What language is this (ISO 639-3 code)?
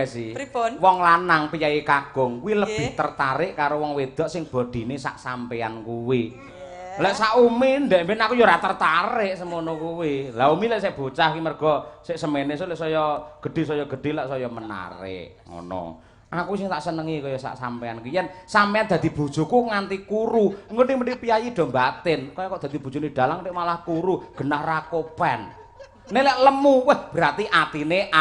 jav